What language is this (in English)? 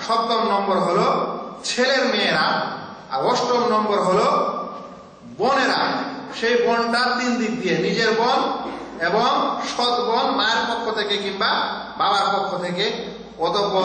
Bangla